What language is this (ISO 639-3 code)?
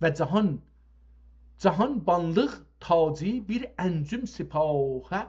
azb